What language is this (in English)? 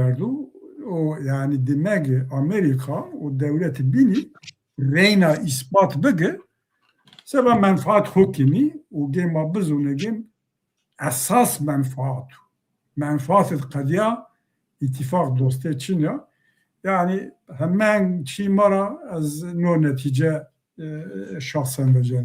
Zaza